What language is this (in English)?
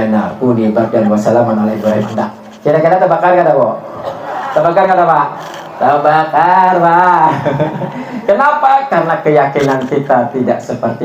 Banjar